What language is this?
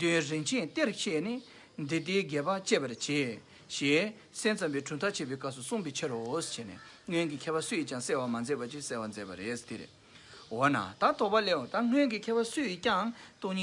Tibetan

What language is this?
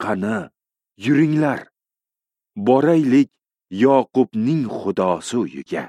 Uzbek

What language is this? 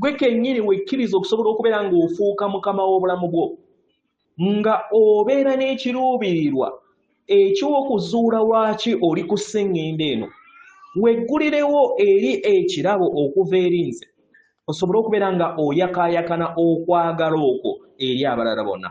Ganda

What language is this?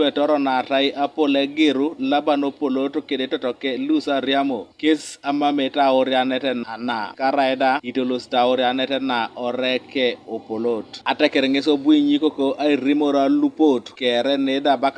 Teso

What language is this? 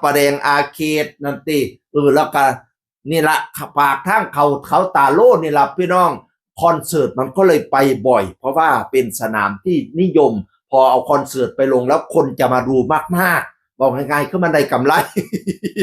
Northeastern Thai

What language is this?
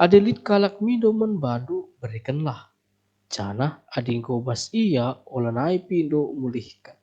Batak Karo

